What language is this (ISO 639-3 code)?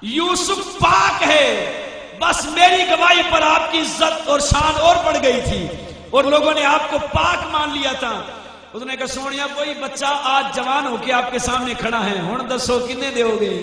skr